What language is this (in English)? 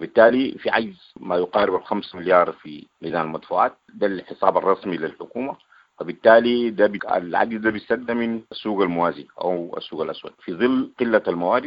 Sudanese Arabic